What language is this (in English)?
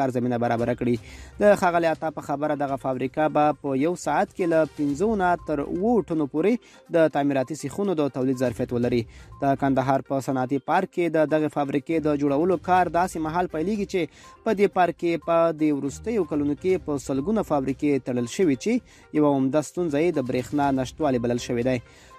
Pashto